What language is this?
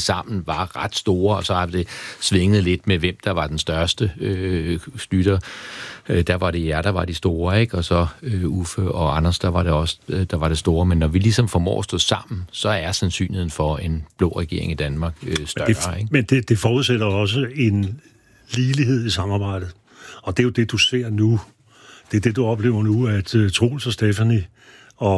Danish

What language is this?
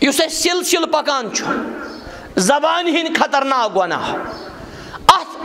Kashmiri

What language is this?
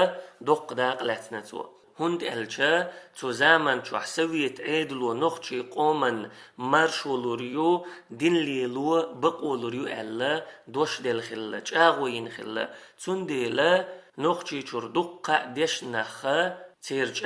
Chechen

